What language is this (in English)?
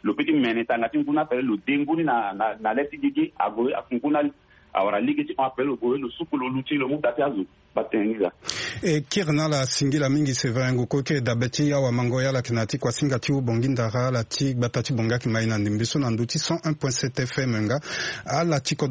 Sango